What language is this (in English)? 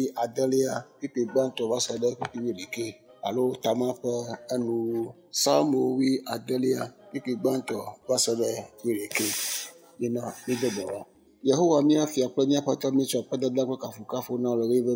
Ewe